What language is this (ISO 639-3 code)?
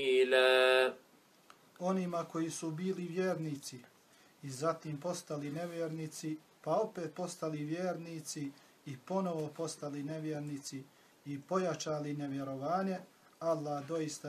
bos